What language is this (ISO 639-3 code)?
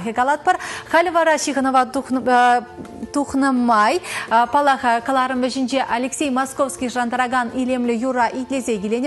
chv